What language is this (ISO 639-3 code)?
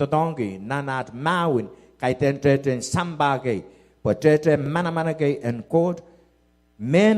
pon